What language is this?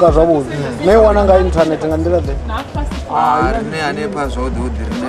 Venda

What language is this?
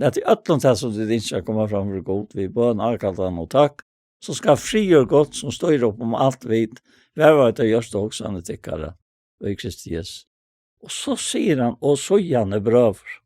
Faroese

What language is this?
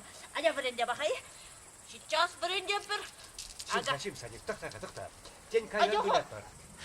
Chuvash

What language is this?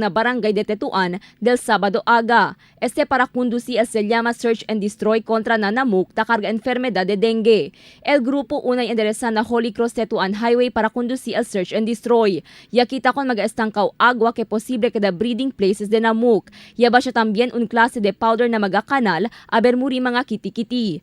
Chavacano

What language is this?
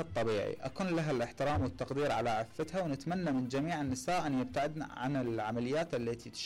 Mesopotamian Arabic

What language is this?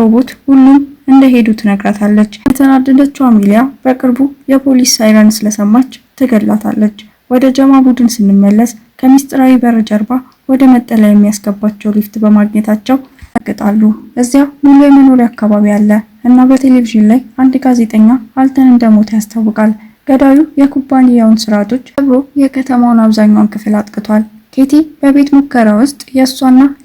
Amharic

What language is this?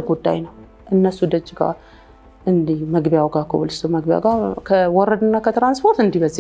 Amharic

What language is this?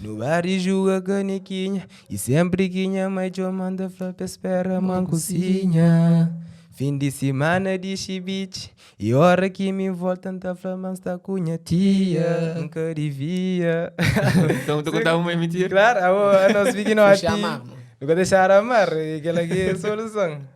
Kabuverdianu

